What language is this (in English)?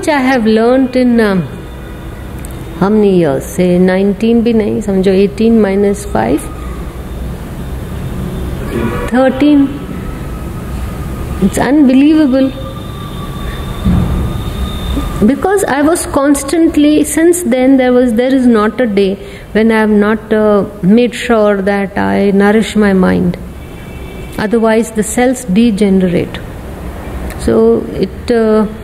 English